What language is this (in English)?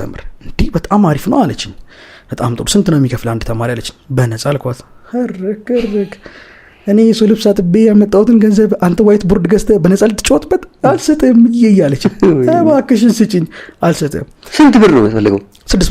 Amharic